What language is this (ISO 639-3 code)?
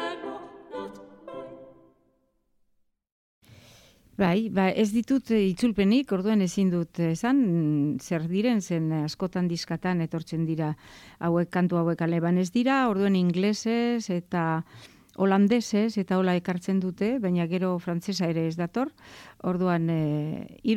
eus